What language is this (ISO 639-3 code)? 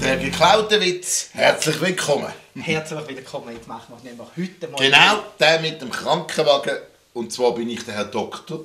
gsw